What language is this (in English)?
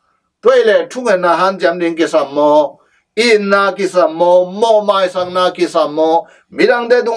Tedim Chin